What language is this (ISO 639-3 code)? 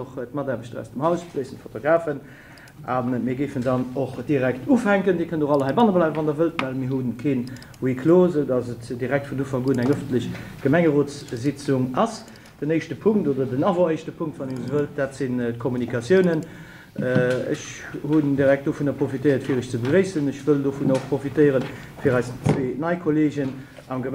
ltz